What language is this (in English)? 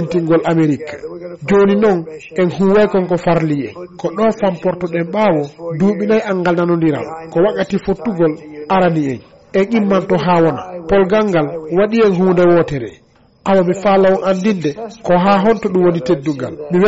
Fula